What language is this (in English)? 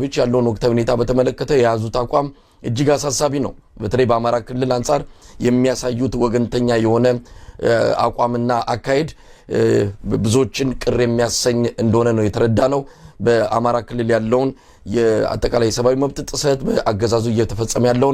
Amharic